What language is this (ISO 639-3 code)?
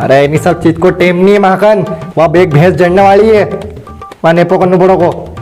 raj